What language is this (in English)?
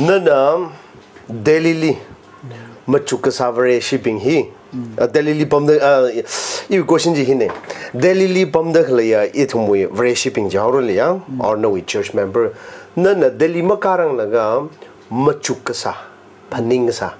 Tangkhul Naga (India)